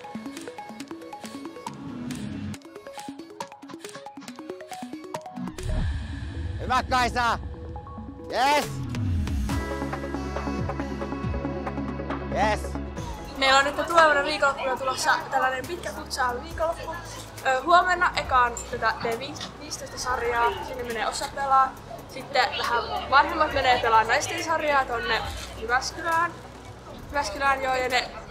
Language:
Finnish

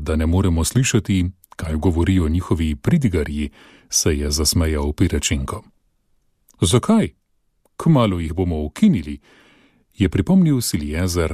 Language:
Slovenian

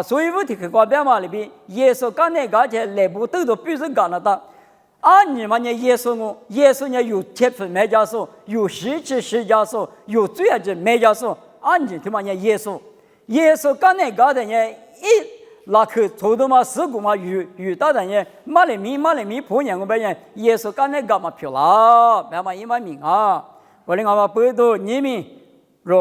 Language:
Lisu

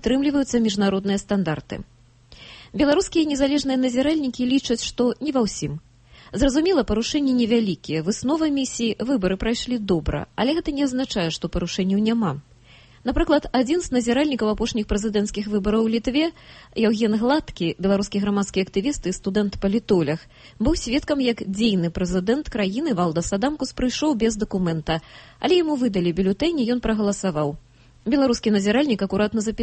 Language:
Belarusian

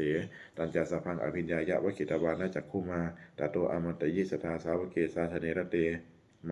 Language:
Pali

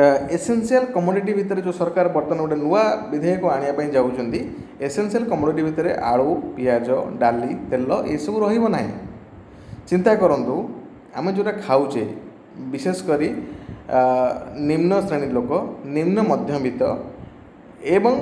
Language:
Odia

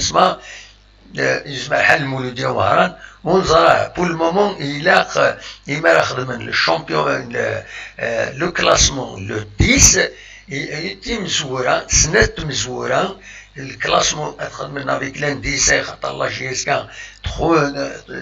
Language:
Kabyle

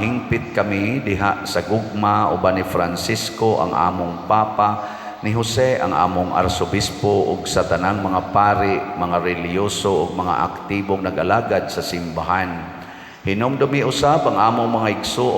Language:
Cebuano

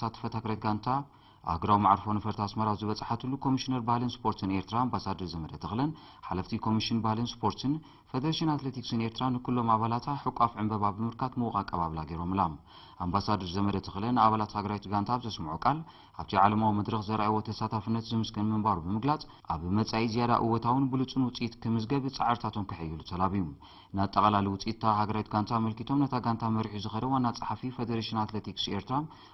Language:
Tigrinya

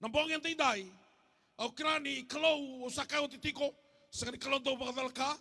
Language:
Fijian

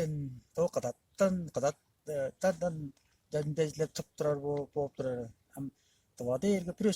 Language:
Tuvinian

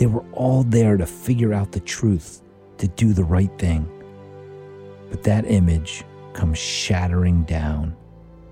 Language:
English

